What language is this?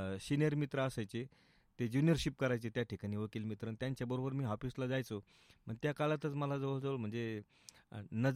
Marathi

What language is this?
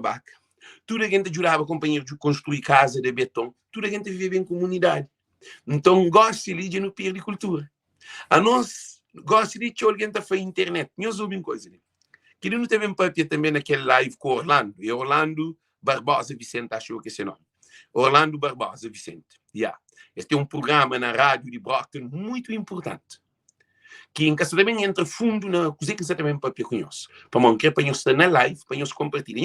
Kabuverdianu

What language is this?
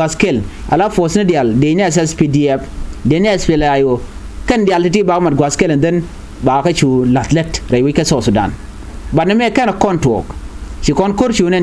Nuer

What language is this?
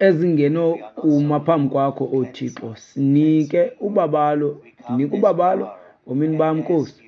Xhosa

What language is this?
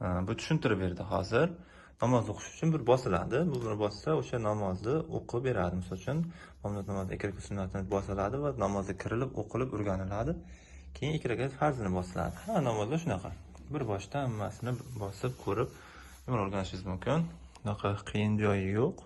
Uzbek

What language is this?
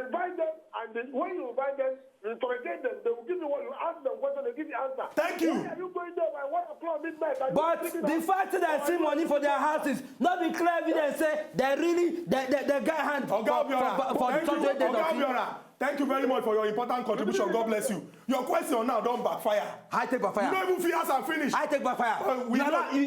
Nigerian Pidgin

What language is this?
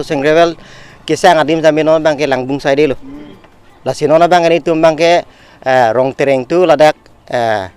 Karbi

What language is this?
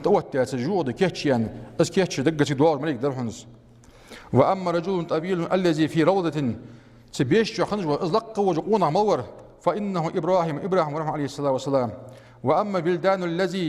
Ingush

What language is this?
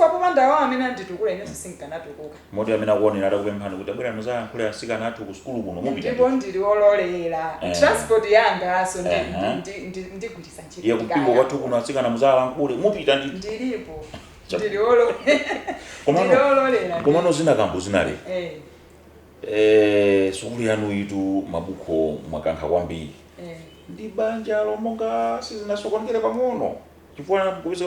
Nyanja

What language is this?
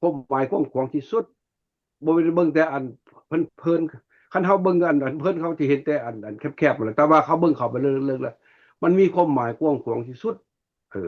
Lao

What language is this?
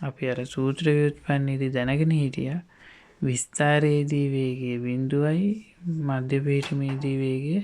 Sinhala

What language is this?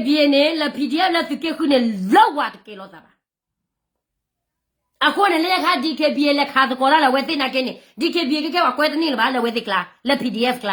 S'gaw Karen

